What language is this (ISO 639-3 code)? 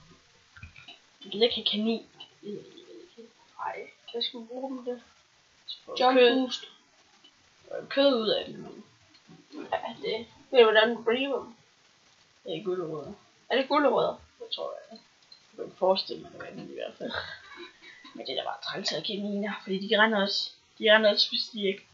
dan